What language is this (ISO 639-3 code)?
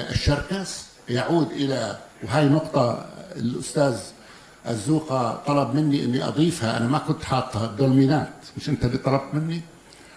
apc